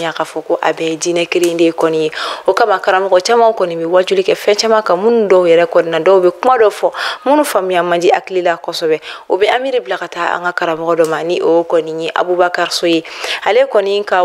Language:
Bambara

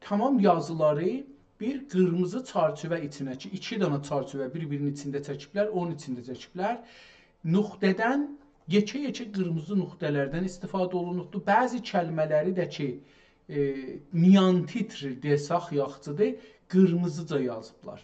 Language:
South Azerbaijani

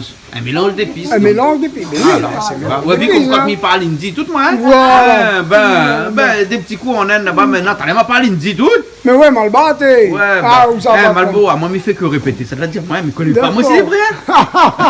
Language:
Réunion Creole French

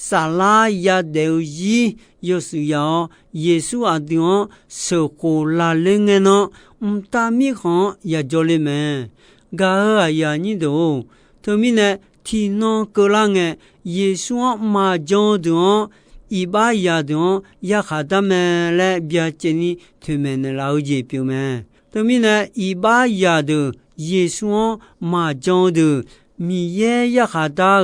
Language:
Akha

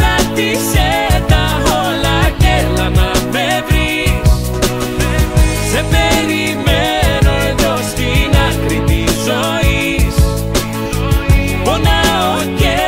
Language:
Greek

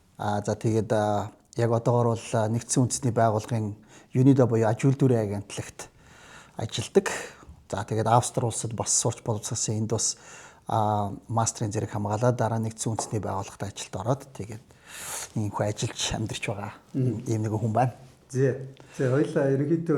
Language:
Mongolian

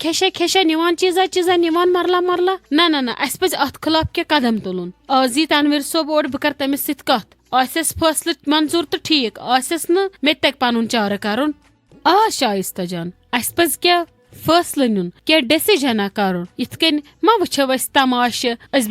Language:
Kashmiri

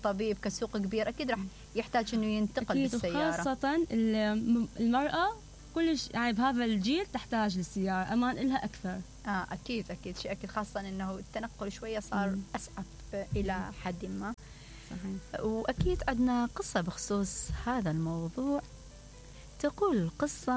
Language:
Mesopotamian Arabic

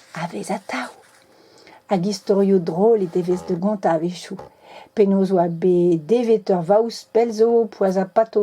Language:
Breton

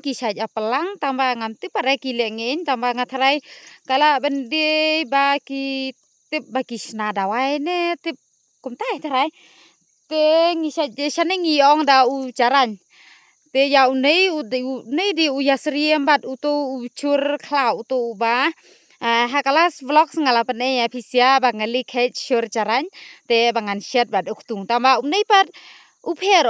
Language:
Khasi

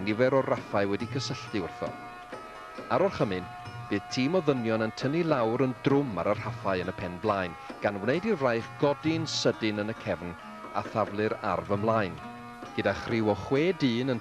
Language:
Welsh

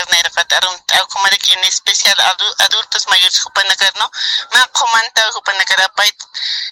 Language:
Aymara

